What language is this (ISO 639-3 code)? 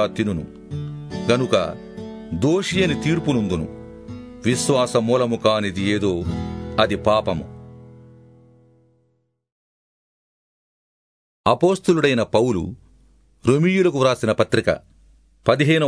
tel